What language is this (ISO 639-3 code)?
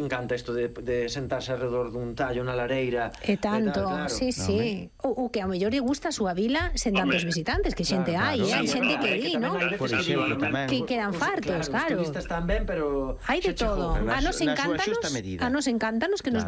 glg